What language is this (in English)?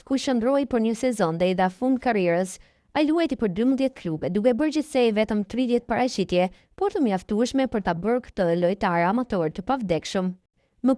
Albanian